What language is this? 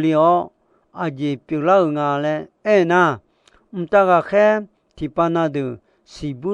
Akha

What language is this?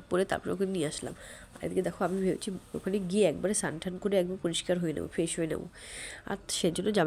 Bangla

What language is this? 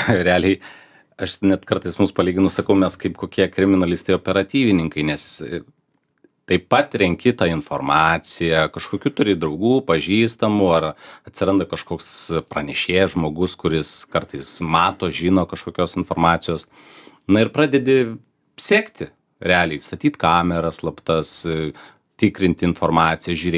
Lithuanian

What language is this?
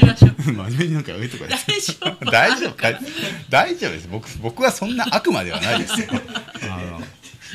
Japanese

